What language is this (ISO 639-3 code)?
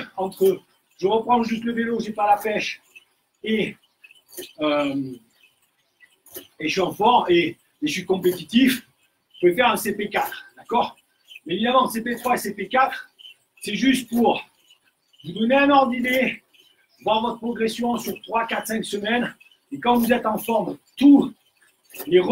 fra